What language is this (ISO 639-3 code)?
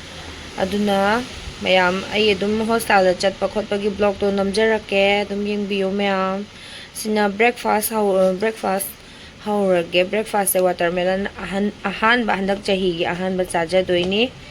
mni